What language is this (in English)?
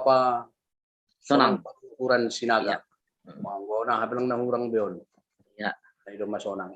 Batak Simalungun